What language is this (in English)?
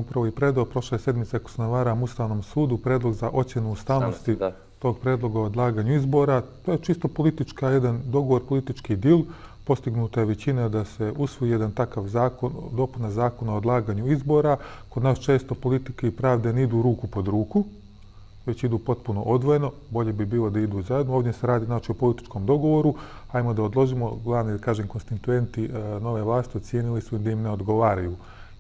Bosnian